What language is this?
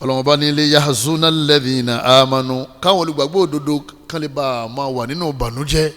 Yoruba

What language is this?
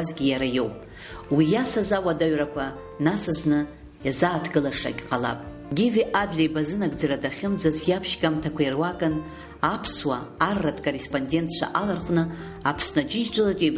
Abkhazian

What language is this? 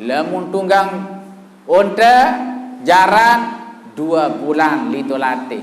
Sasak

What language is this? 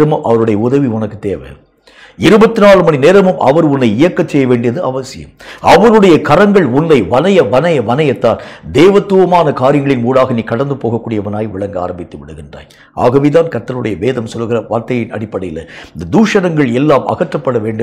Tamil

